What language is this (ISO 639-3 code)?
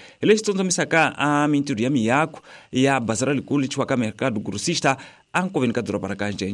tso